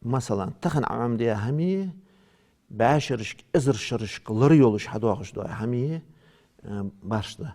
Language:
Ingush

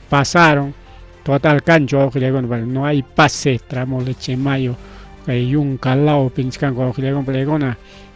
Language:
Ayacucho Quechua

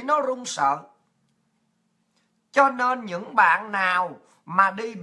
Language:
Vietnamese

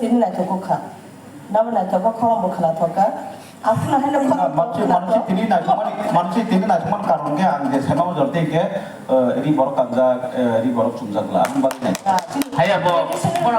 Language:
Kok Borok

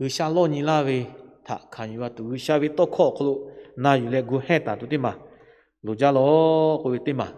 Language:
Lahu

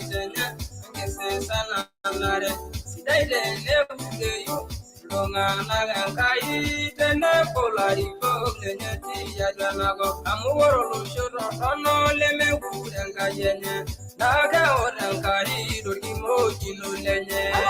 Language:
Masai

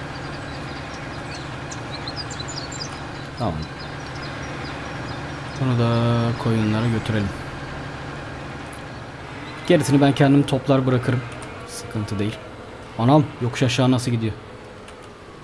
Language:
Turkish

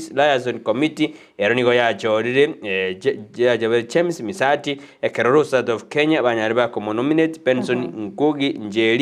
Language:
Gusii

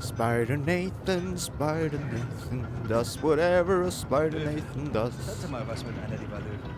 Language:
Swiss German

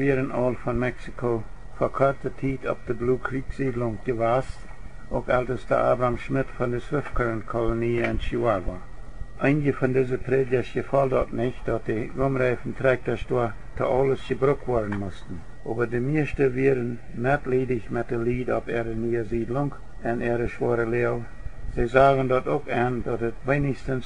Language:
Plautdietsch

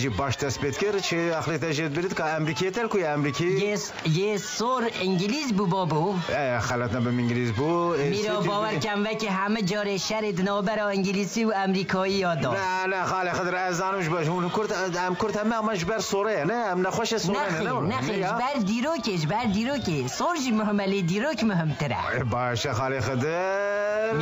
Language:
Kurdish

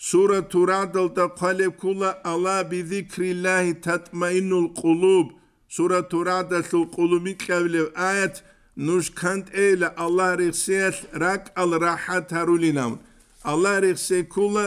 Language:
Avaric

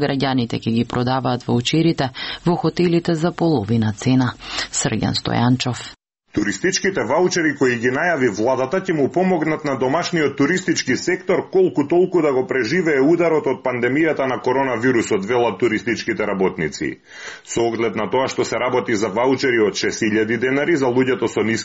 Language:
Macedonian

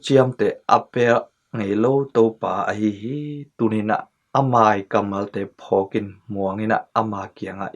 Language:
Tedim Chin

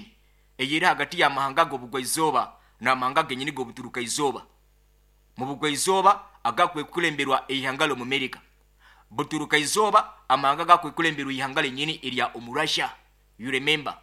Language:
Nyoro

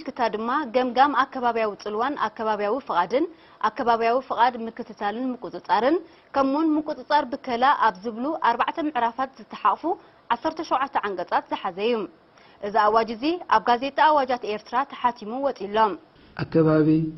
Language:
Tigrinya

